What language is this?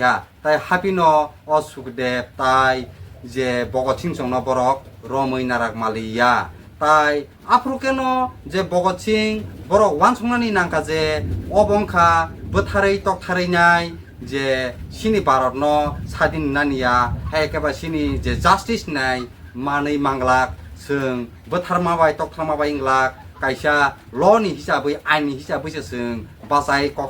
Kok Borok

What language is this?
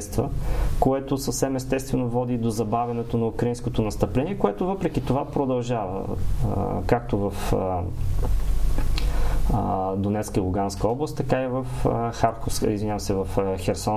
Bulgarian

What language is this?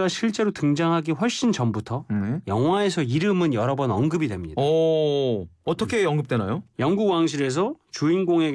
Korean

